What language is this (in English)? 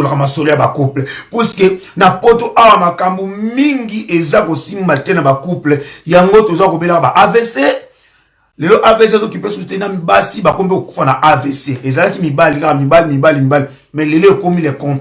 Lingala